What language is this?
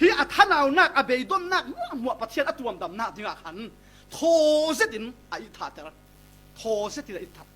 Falam Chin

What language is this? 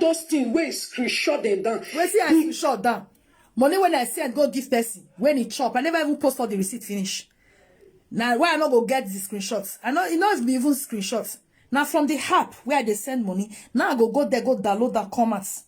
Nigerian Pidgin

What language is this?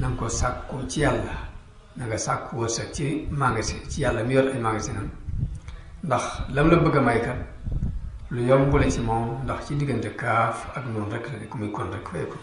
Wolof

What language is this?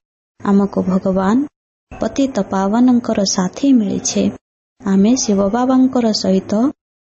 Odia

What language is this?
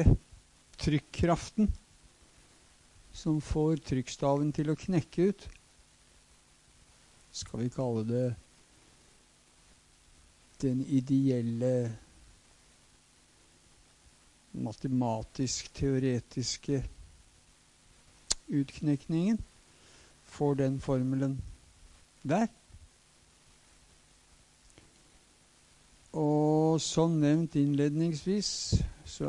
Norwegian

